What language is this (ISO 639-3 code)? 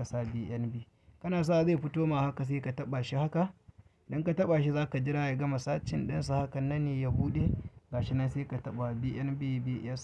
hau